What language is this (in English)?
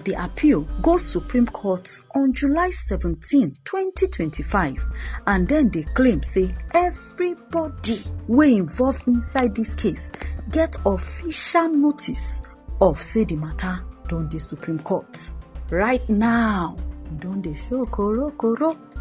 Nigerian Pidgin